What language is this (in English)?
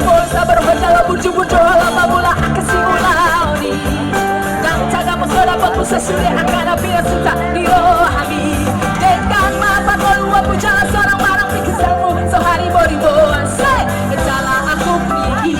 Batak Toba